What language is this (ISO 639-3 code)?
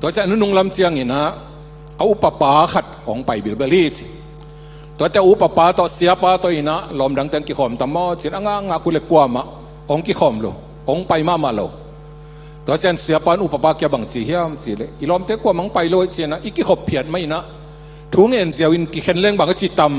ctd